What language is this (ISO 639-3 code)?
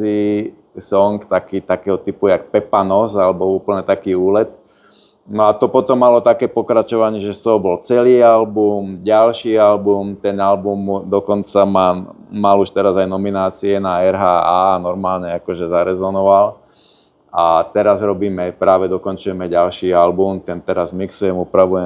slk